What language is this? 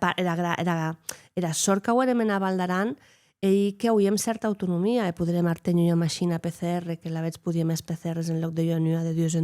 Occitan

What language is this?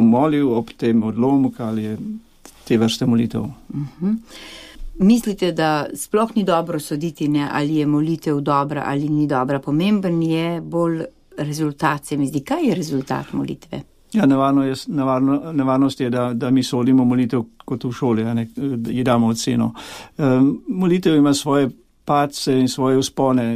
Slovenian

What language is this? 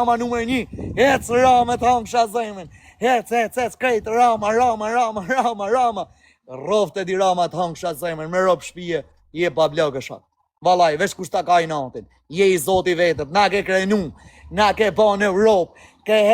Albanian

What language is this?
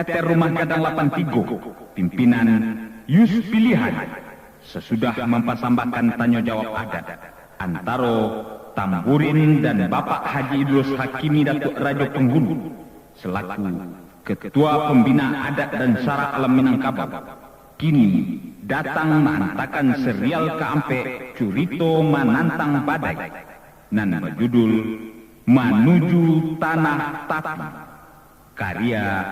Minangkabau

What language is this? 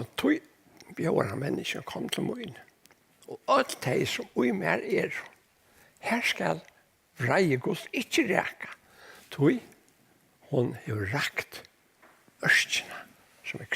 Faroese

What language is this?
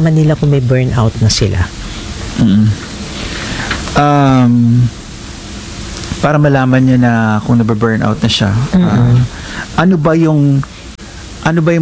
Filipino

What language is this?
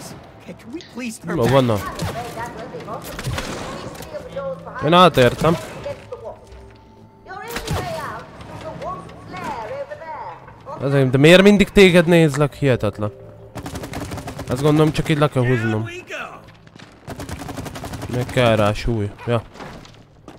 Hungarian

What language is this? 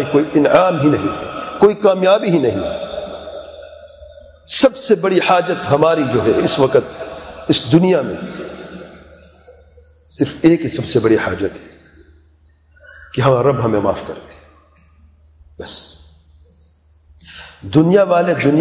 Urdu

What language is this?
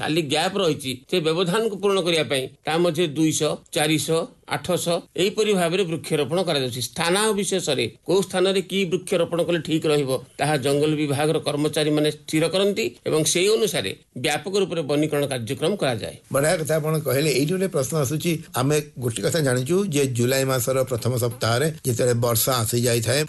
Odia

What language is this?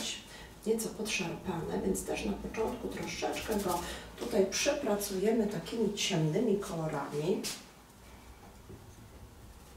Polish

